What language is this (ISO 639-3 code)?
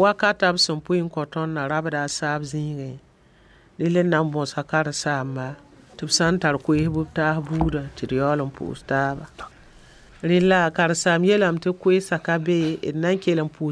mos